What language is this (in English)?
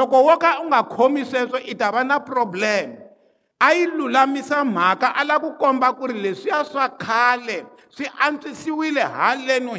Tsonga